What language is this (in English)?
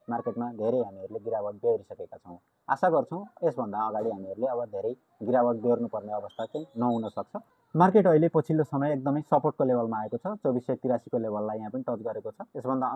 Nepali